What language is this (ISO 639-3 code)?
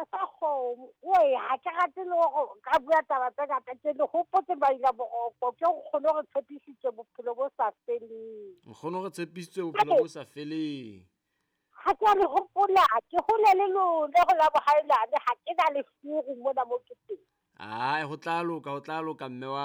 sot